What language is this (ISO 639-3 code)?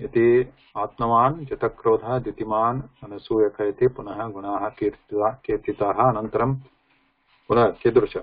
san